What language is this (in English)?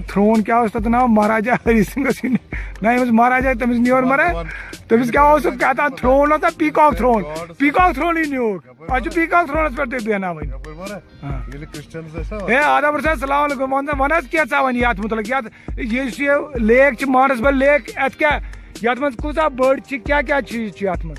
Kashmiri